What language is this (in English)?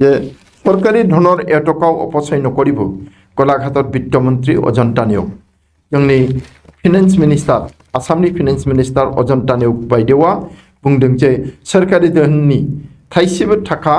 Bodo